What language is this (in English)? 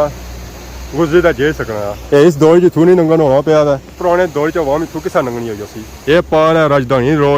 Pahari-Potwari